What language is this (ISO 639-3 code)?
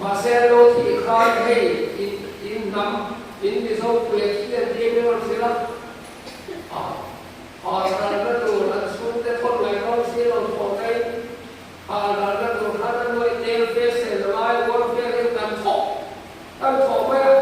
lus